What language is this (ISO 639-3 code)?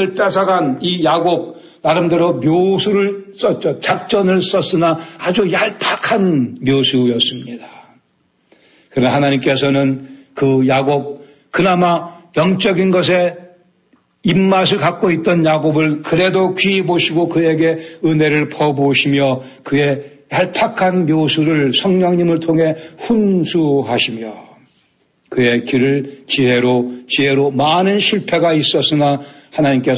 kor